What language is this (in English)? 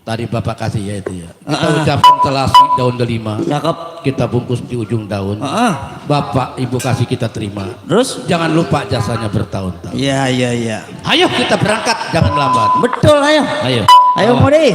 Betawi